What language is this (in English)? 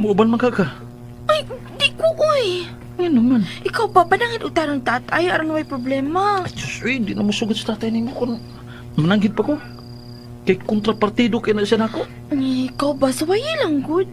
Cebuano